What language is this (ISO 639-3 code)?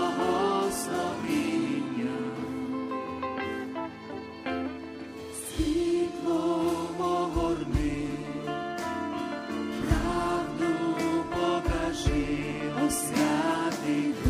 ukr